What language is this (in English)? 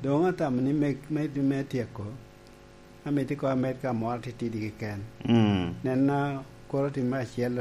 Lango (Uganda)